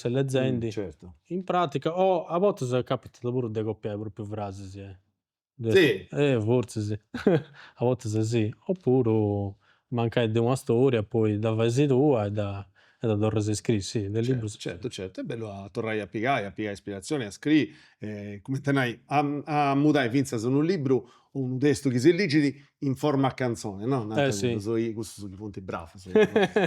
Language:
Sardinian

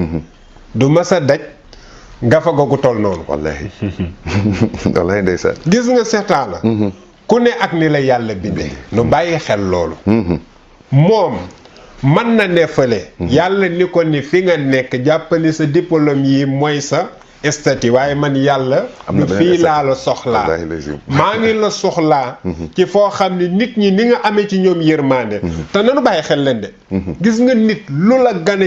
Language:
Wolof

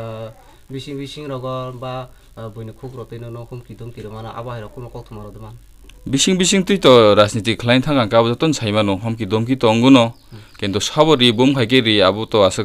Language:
Riang (India)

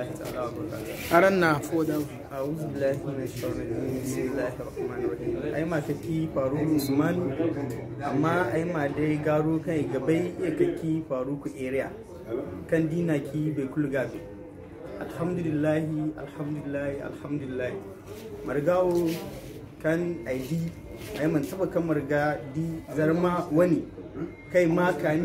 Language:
Zarma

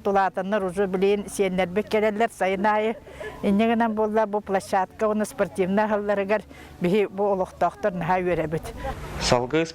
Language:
Yakut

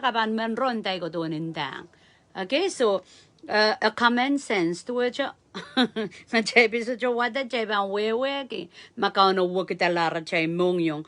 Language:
Pohnpeian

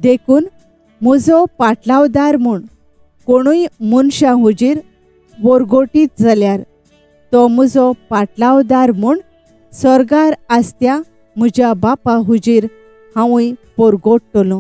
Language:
Konkani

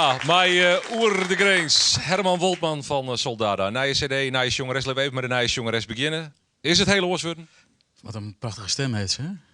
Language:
Western Frisian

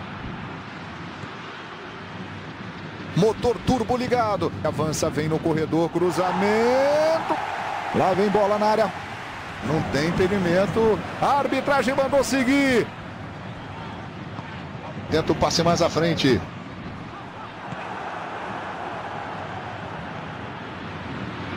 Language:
Portuguese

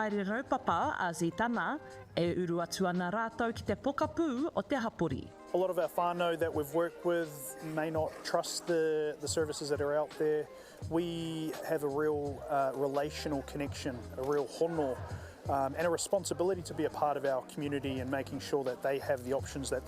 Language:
Māori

